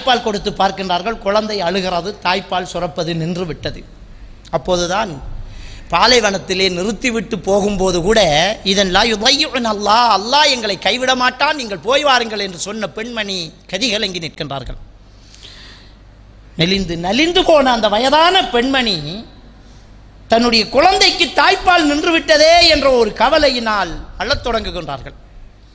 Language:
Tamil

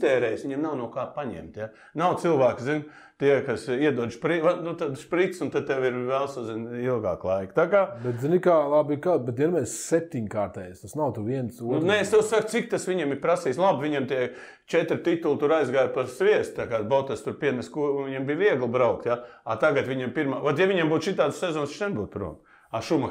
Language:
Latvian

